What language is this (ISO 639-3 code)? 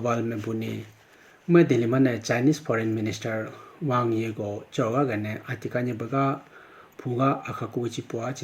clk